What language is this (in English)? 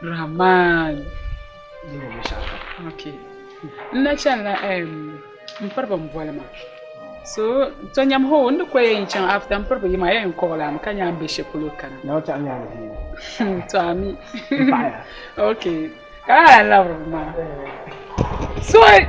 Dagbani